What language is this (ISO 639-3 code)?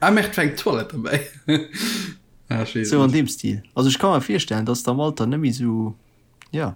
ltz